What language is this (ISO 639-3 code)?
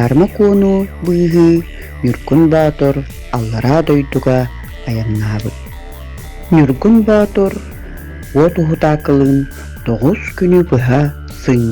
sah